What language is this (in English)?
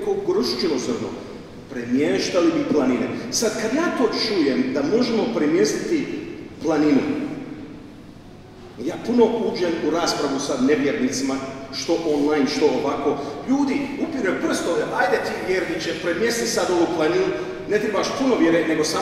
Croatian